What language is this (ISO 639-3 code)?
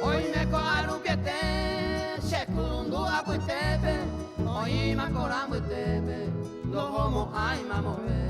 grn